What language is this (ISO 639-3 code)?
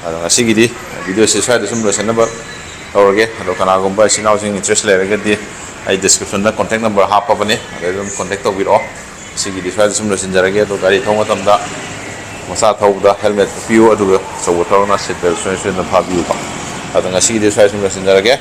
mni